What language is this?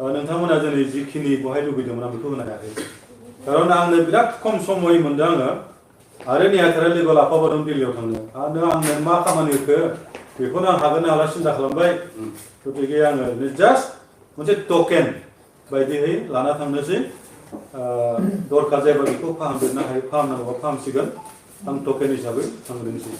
Bodo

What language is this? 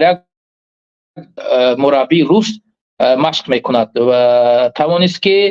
Tajik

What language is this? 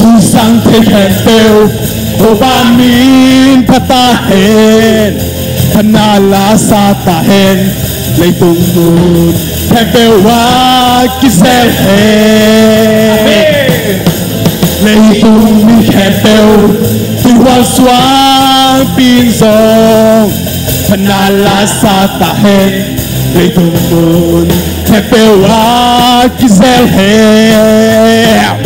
Tedim Chin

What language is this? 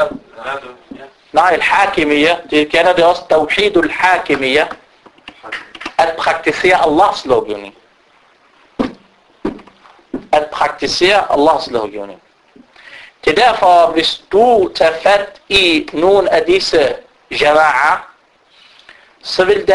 Danish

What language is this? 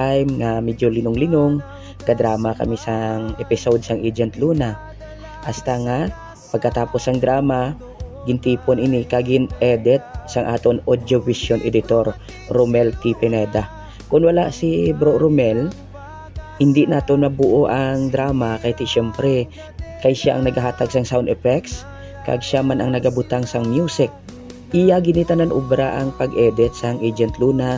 Hiligaynon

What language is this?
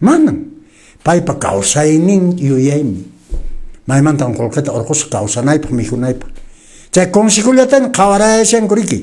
Quechua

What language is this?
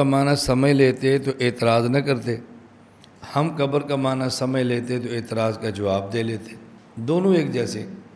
Urdu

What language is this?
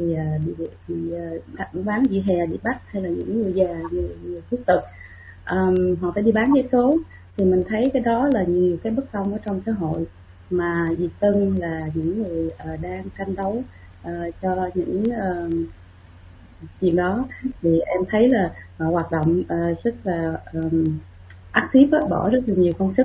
Vietnamese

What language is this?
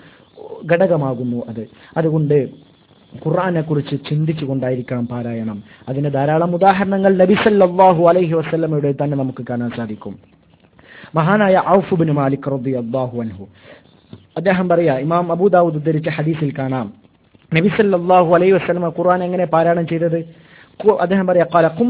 Malayalam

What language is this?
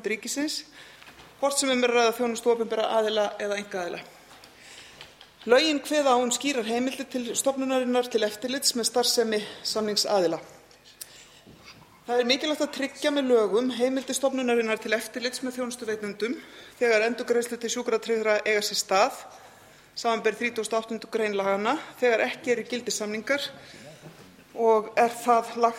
Icelandic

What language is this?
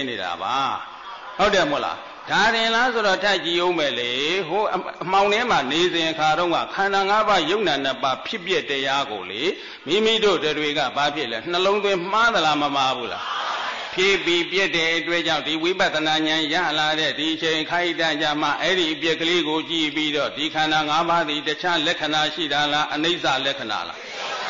Burmese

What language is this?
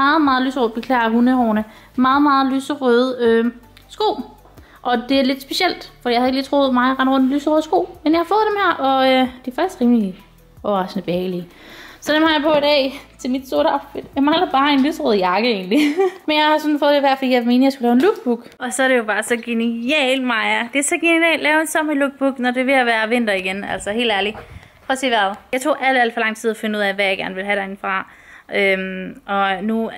Danish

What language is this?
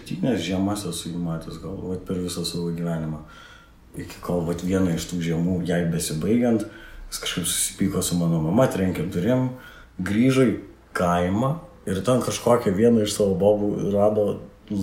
Lithuanian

